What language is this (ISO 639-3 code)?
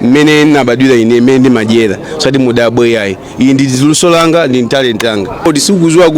nya